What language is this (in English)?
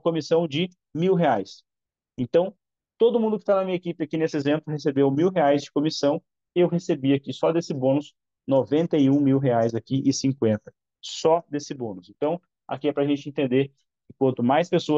Portuguese